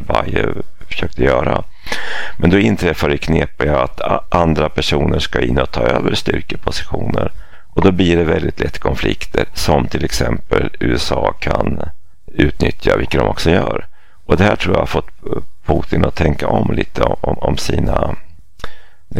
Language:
Swedish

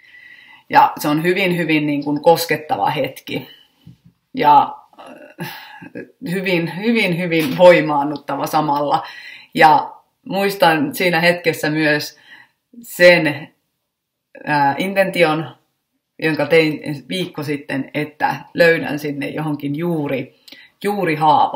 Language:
Finnish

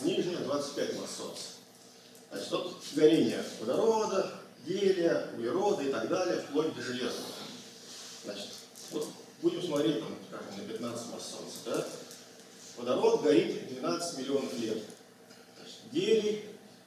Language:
Russian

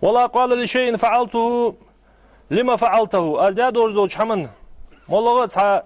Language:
Ingush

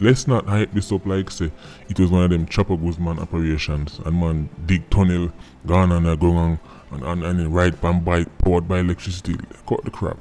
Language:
Jamaican Creole English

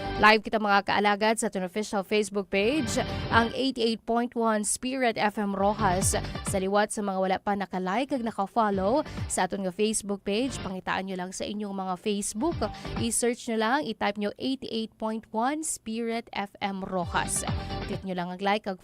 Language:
Hiligaynon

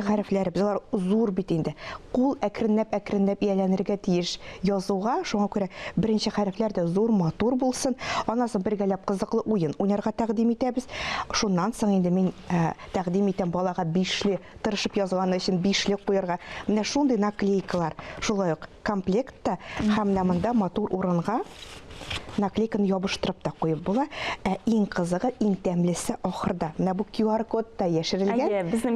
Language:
Tatar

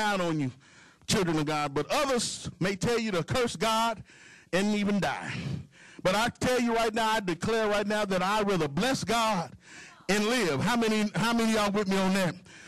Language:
English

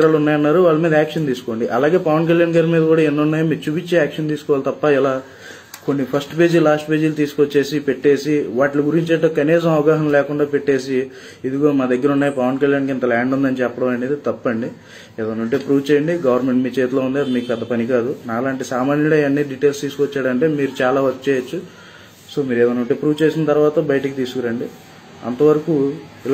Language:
Telugu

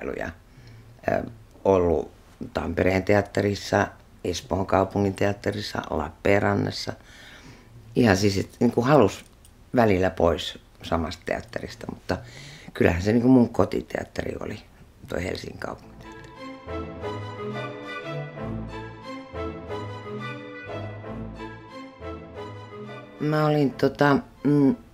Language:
Finnish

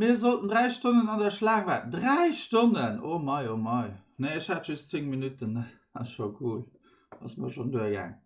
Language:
Luxembourgish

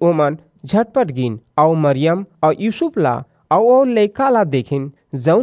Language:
Chhattisgarhi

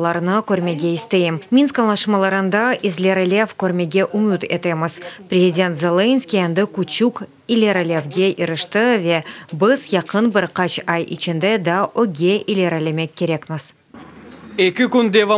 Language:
Crimean Tatar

